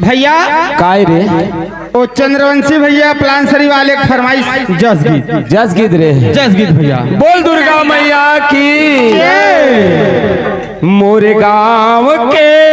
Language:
Chhattisgarhi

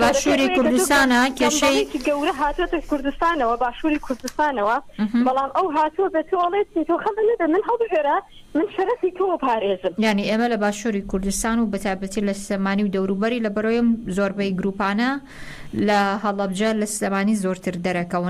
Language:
Central Kurdish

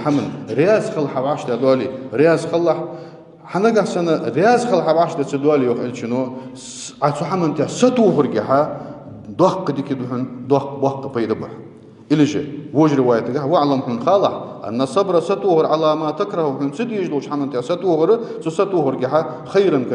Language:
Ingush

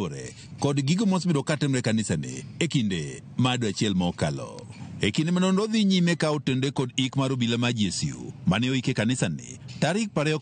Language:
Luo (Kenya and Tanzania)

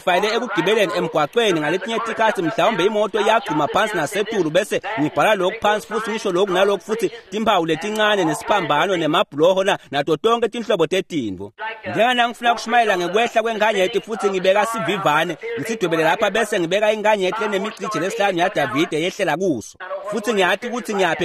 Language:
Swati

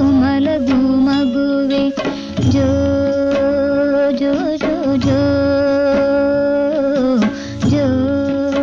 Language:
Kannada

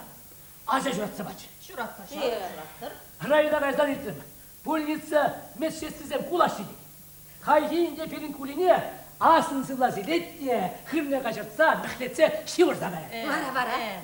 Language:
Chuvash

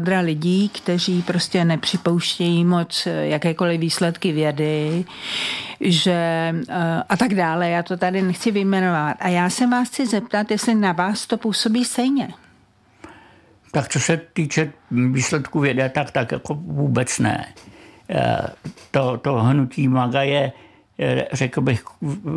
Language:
Czech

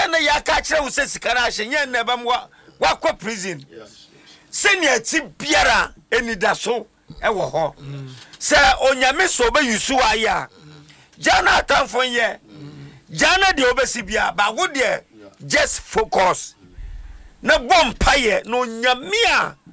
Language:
Akan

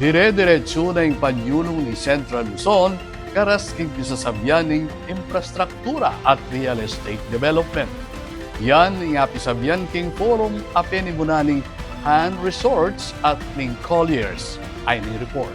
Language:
Pampanga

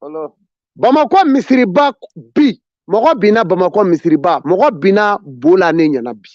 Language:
Bambara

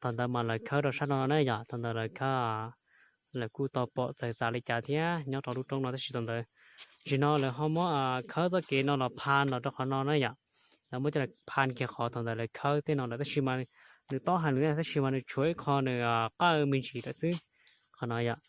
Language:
Hmong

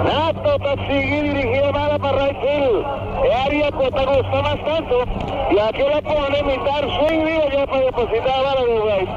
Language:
Papiamento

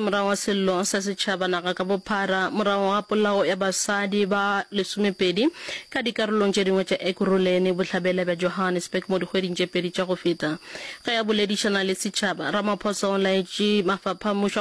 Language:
Northern Sotho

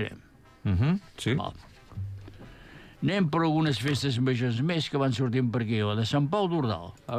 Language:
Catalan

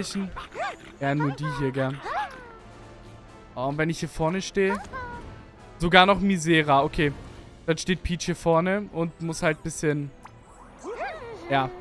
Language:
German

